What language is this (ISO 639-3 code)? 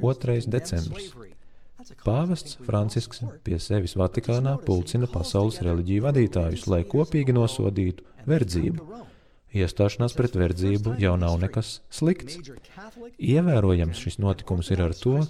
lav